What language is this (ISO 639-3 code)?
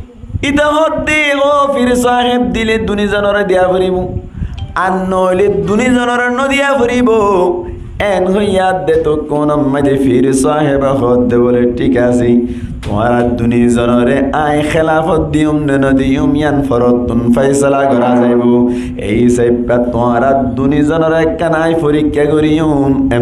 rhg